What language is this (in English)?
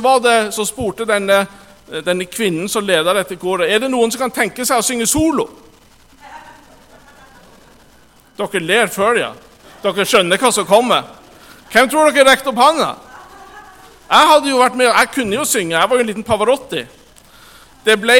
Norwegian